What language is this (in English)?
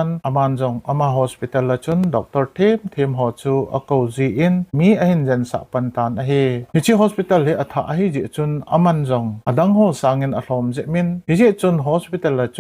Thado Chin